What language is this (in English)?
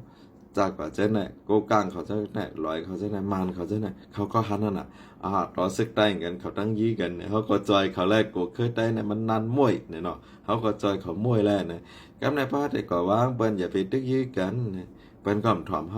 Shan